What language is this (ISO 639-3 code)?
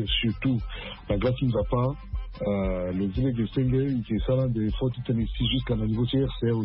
sag